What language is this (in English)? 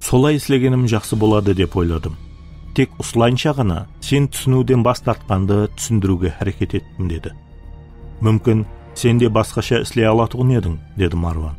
Kara-Kalpak